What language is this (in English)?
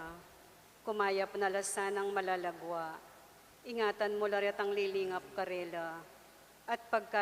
Pampanga